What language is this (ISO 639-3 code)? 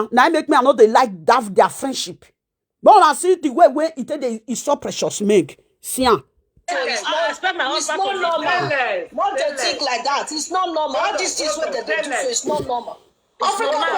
pcm